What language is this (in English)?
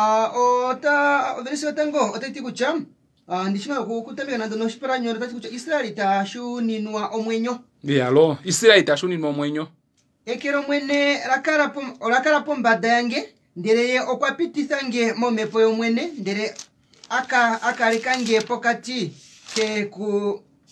Kuanyama